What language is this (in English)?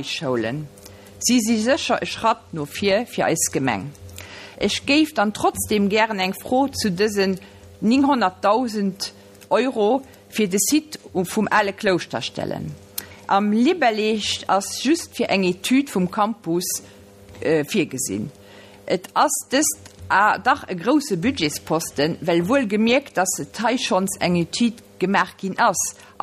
Luxembourgish